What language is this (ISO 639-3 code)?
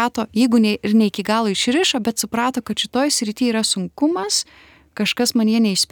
lit